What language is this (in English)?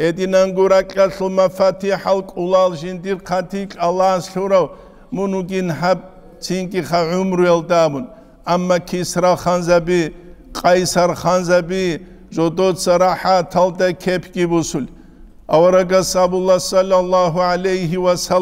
Avaric